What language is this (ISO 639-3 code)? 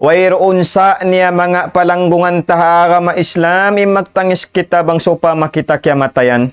tsg